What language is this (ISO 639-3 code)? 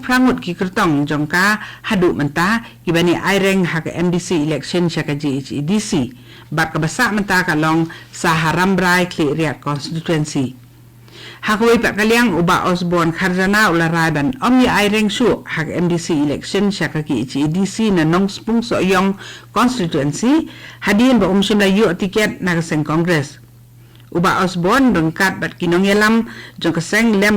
kha